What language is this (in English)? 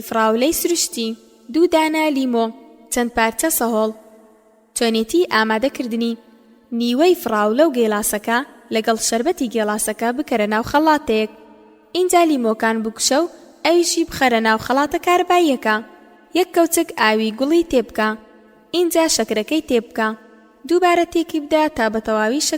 Central Kurdish